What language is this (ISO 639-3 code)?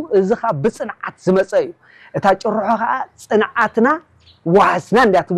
tir